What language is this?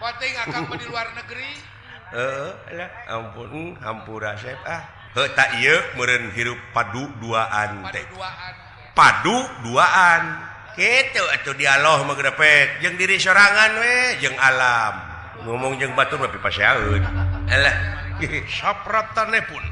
Sundanese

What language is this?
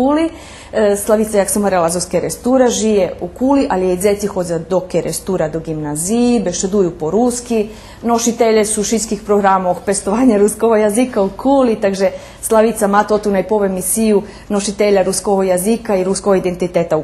Rusyn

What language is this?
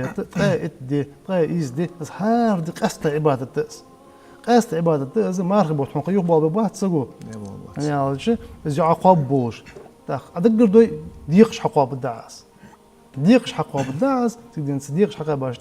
Ingush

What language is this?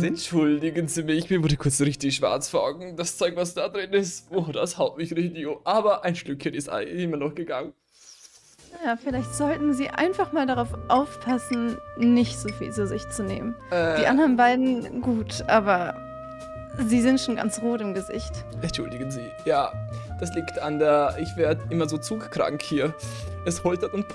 German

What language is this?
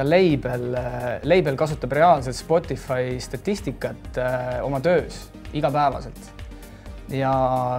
Estonian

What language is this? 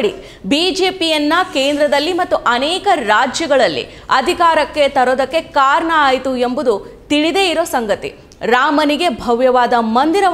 Kannada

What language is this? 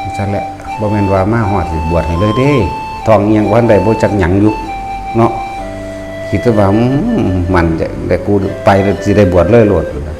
Northeastern Thai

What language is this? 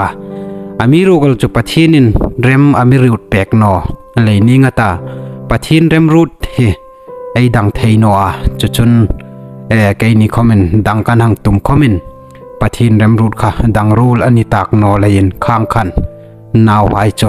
Hmar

